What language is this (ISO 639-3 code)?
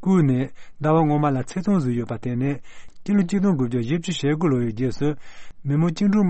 bod